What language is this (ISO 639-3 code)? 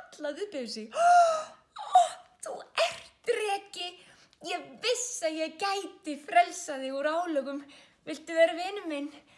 isl